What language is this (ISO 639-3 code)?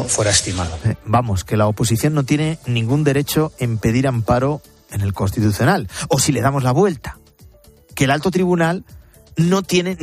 spa